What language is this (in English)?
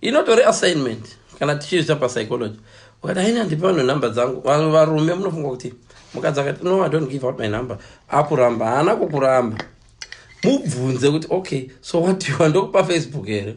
Shona